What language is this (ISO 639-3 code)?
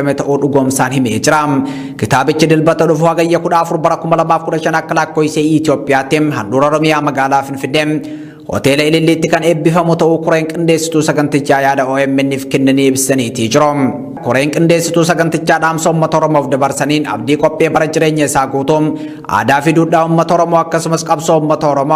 orm